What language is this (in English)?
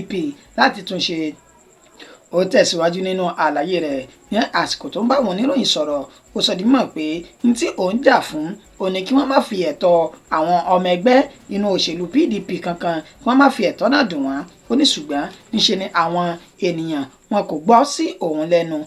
Yoruba